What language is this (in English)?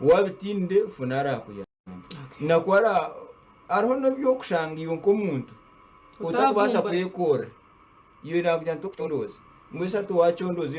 Nyankole